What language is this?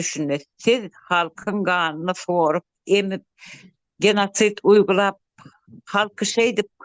Turkmen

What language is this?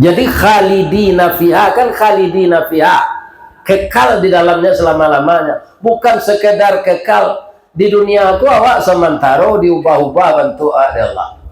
Minangkabau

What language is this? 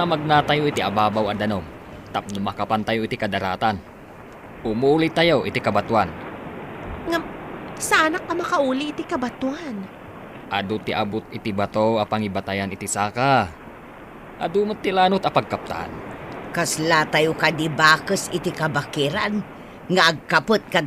Iloko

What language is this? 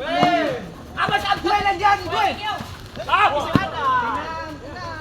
Ambonese Malay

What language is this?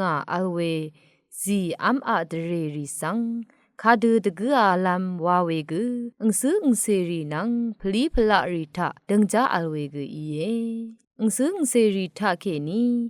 Rawang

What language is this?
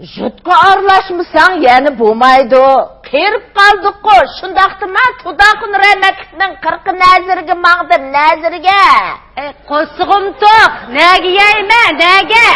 Uyghur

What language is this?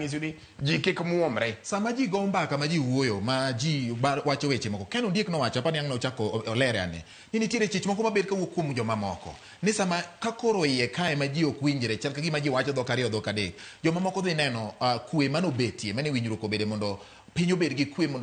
Luo (Kenya and Tanzania)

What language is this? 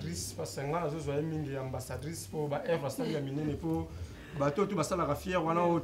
Lingala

